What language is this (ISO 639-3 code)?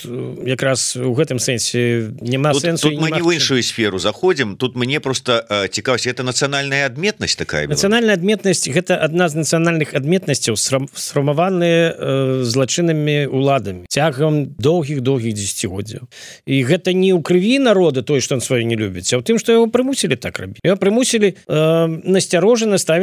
bel